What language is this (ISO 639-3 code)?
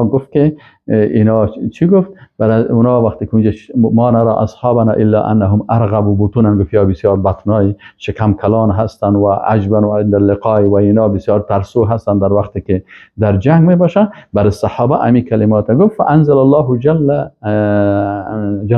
fas